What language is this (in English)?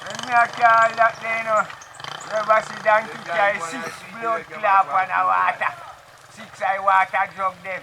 Jamaican Creole English